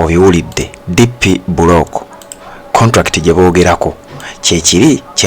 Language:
Ganda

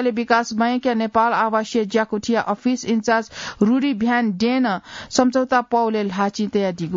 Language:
Newari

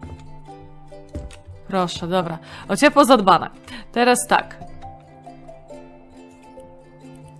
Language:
Polish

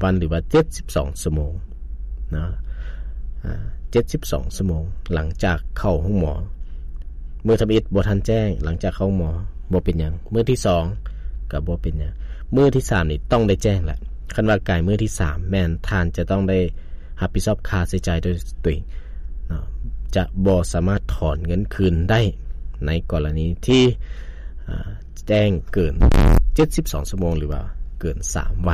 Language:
Lao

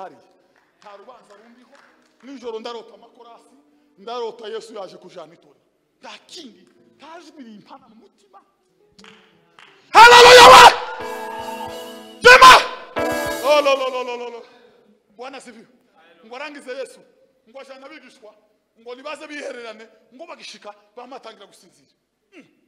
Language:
Kinyarwanda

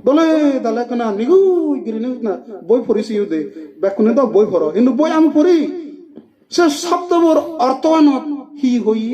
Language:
Chakma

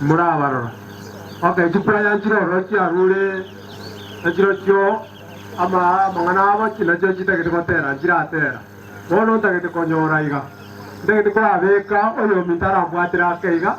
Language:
Gusii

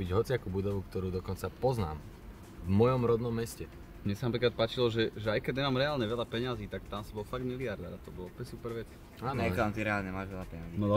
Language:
Slovak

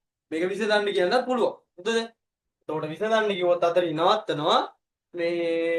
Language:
Sinhala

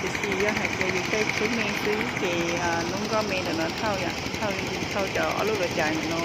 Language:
Hmong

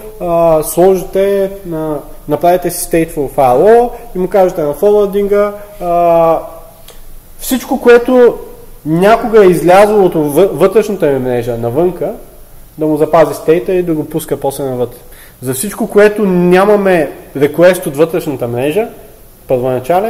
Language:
Bulgarian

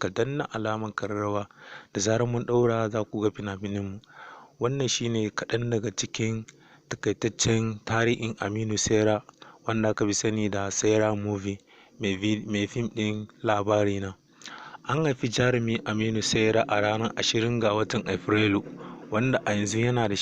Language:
Hausa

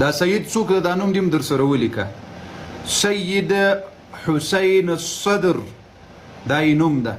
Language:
Pashto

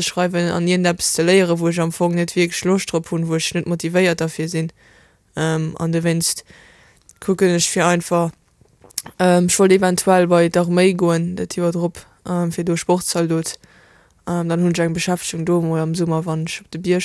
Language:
Luxembourgish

